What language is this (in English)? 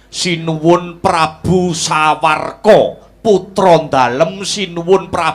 Javanese